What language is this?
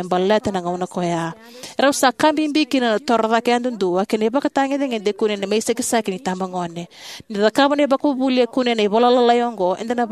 Fijian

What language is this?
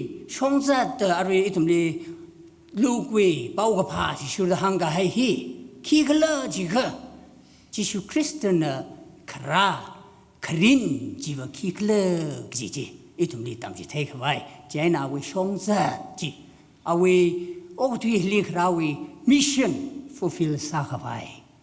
Tangkhul Naga (India)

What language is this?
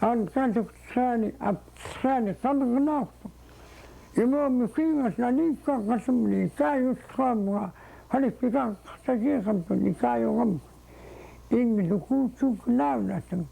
Central Yupik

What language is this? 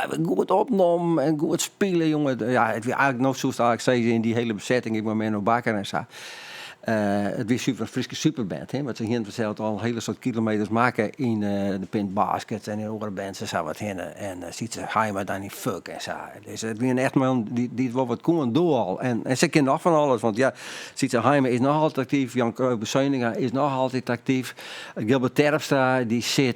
Western Frisian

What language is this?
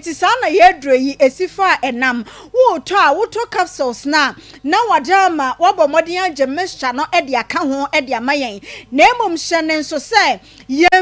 Akan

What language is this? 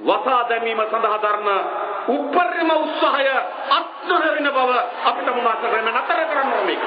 Sinhala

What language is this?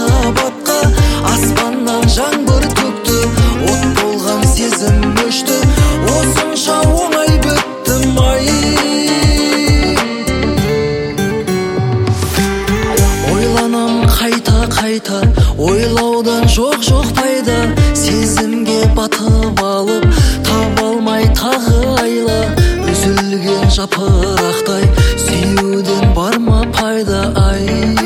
Kazakh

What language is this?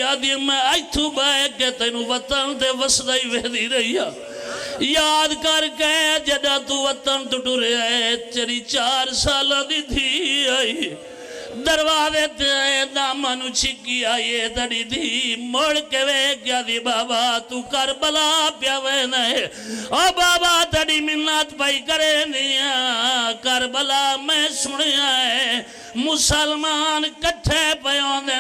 Pahari-Potwari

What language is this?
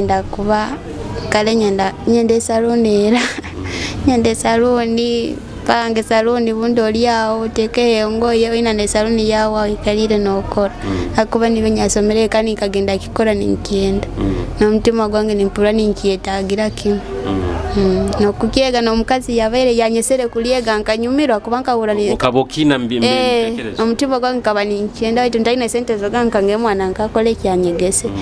Nyoro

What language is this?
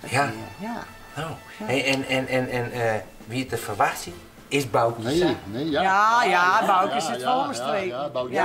Western Frisian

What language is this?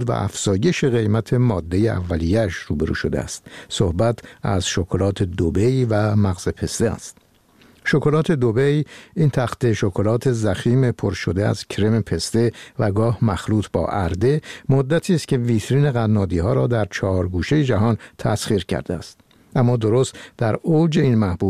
Persian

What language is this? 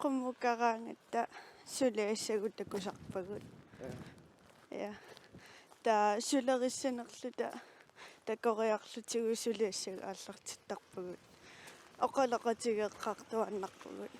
Kalaallisut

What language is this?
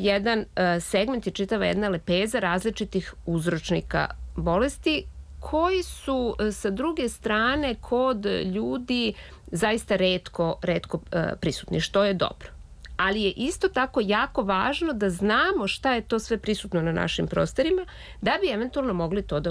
Serbian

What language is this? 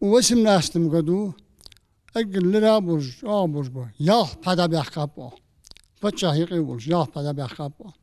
Ingush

